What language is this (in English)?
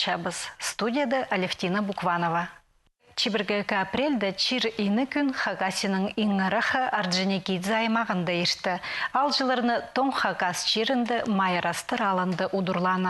Khakas